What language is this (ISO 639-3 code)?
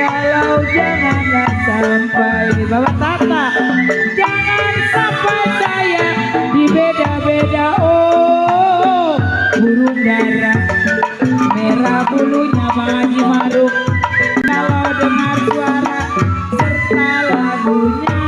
bew